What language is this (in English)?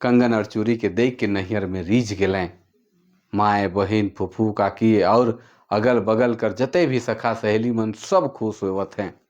Sadri